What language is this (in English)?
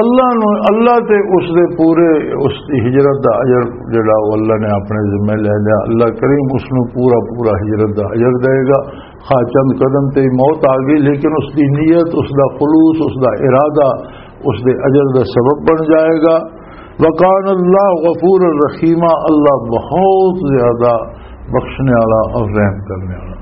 Western Panjabi